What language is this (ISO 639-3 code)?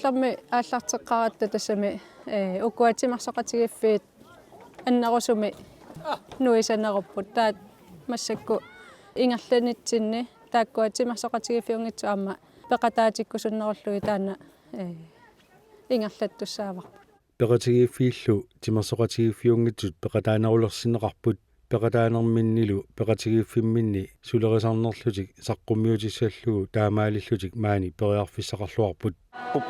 kal